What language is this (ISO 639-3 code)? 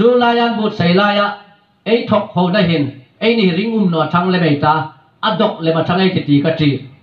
hmr